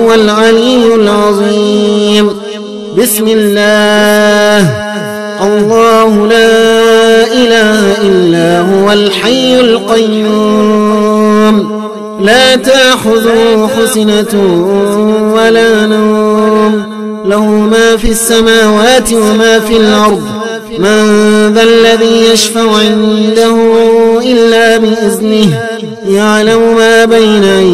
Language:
Arabic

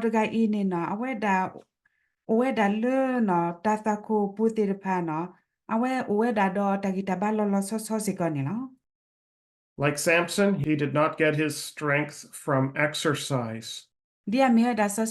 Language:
S'gaw Karen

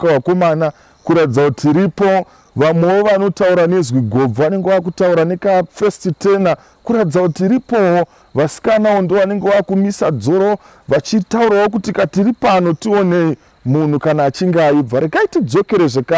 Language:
Shona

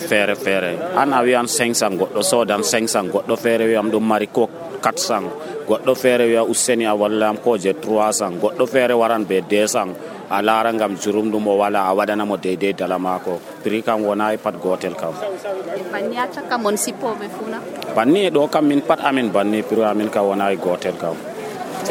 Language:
Nigerian Fulfulde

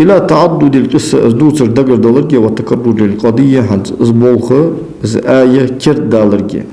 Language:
Ingush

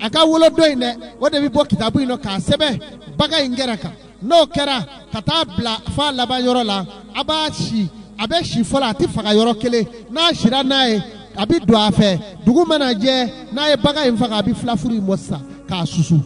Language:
Bambara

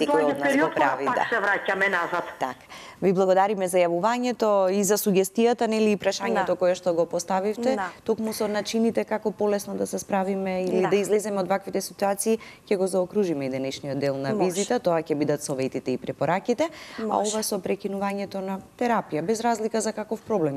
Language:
Macedonian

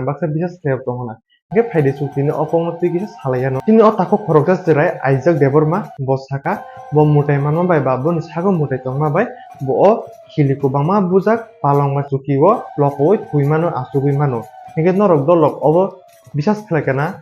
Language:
Kok Borok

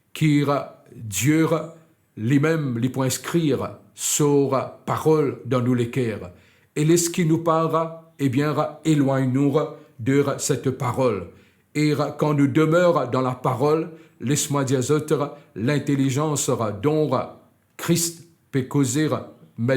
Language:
Morisyen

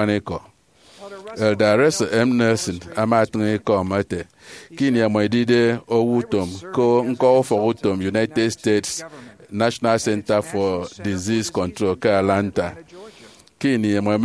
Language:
Efik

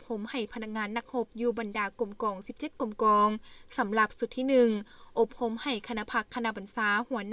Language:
Lao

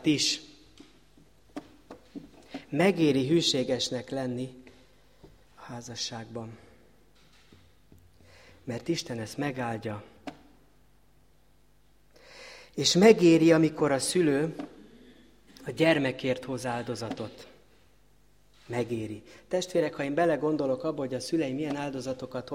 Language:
Hungarian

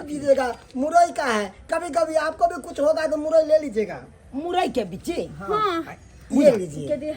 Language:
Maithili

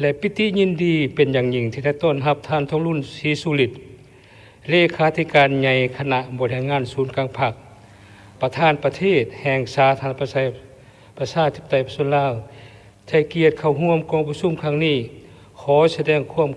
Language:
Lao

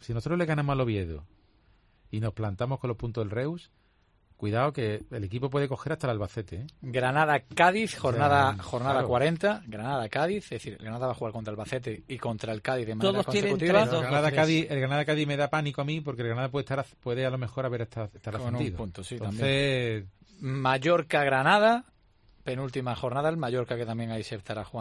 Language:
Spanish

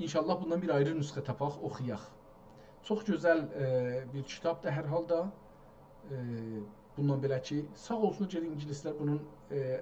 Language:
South Azerbaijani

